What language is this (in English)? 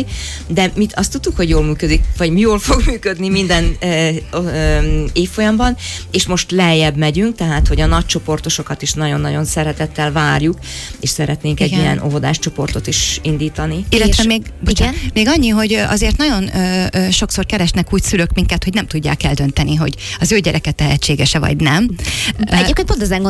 Hungarian